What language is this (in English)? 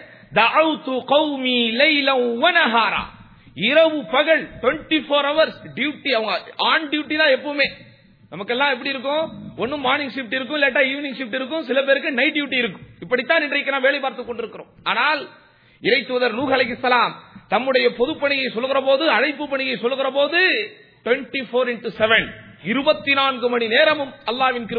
Tamil